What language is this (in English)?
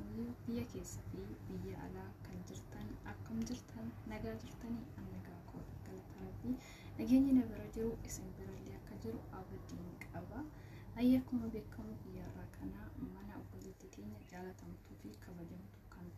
Oromo